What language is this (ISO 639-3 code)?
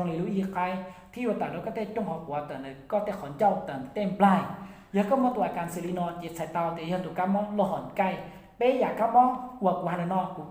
hmn